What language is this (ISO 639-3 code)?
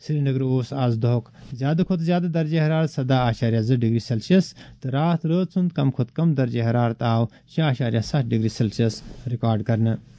kas